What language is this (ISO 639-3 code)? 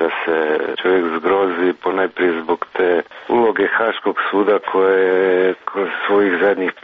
srp